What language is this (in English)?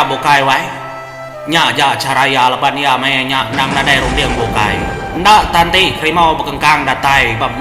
Iban